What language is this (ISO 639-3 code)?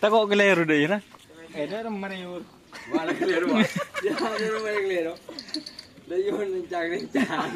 mad